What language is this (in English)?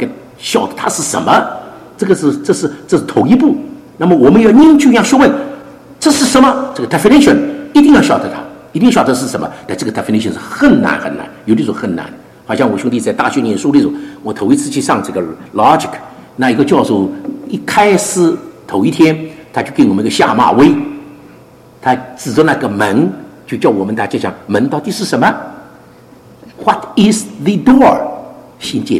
Chinese